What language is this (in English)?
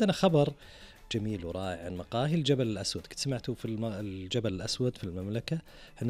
Najdi Arabic